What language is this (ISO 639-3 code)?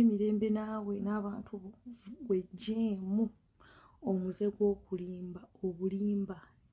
lug